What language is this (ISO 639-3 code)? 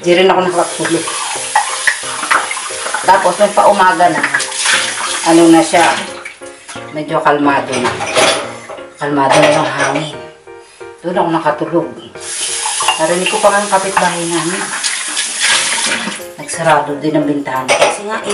fil